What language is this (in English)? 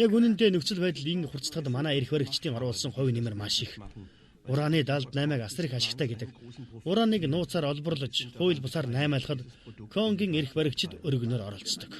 Mongolian